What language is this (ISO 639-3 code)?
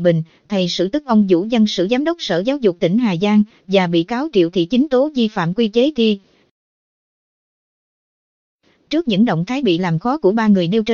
vie